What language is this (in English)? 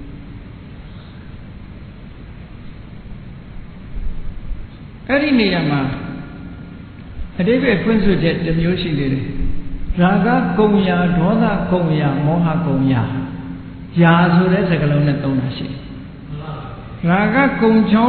Burmese